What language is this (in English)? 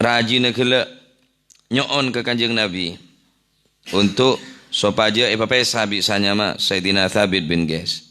Madurese